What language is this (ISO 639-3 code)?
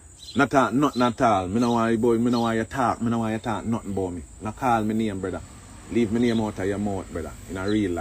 jam